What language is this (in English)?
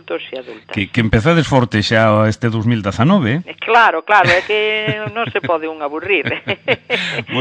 Galician